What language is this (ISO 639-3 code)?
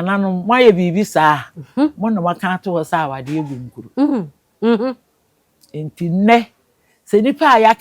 aka